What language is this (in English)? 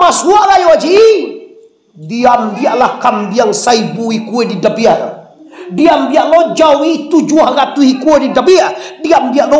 Minangkabau